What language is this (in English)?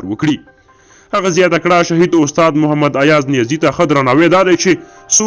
Pashto